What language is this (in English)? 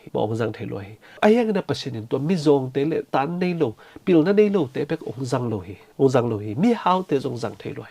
Tedim Chin